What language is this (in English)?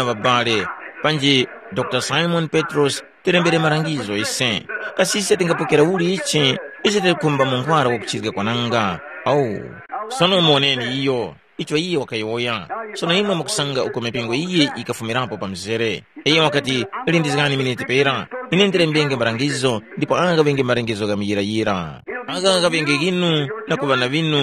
Tumbuka